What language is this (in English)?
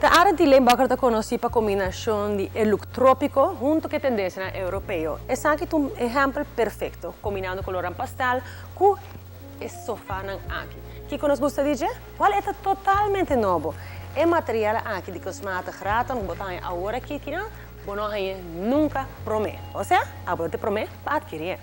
Papiamento